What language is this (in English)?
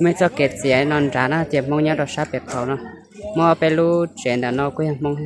Hmong